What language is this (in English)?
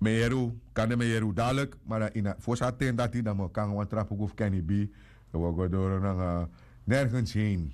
Sranan Tongo